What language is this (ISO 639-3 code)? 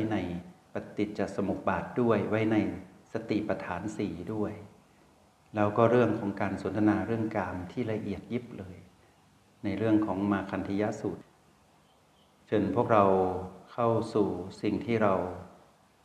tha